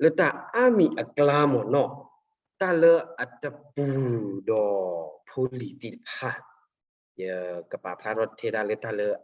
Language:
S'gaw Karen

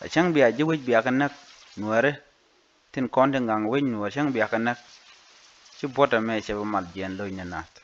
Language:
Nuer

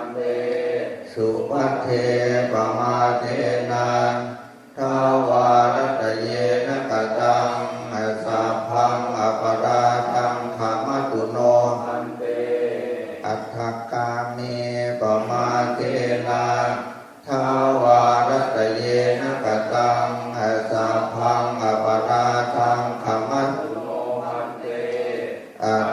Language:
Pali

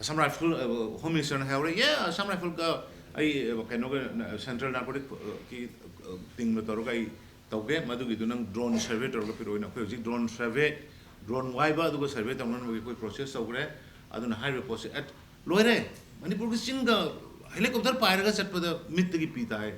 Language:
Manipuri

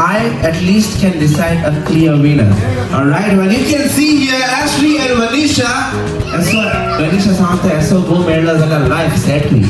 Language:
Konkani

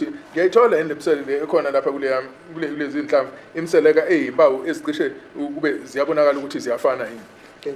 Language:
Zulu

